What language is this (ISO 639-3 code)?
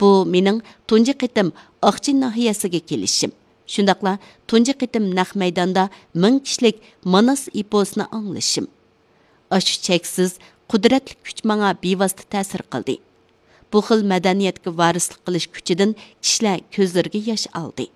uig